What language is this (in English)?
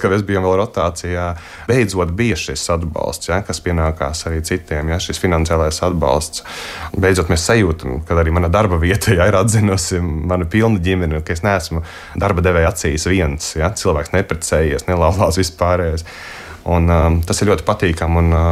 Latvian